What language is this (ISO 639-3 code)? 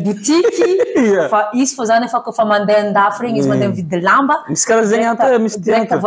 mlg